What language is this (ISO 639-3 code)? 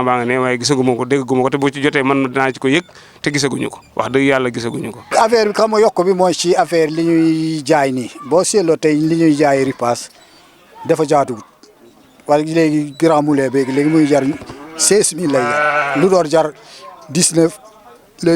wol